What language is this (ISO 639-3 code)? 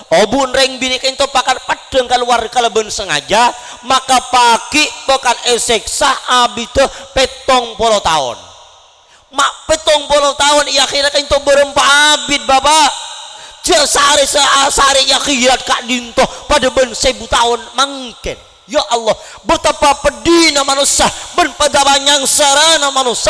mad